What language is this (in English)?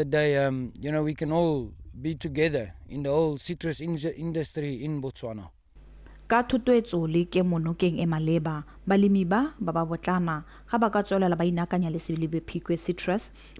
Tswana